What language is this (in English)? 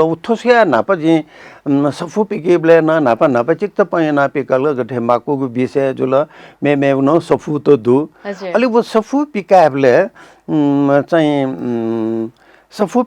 Newari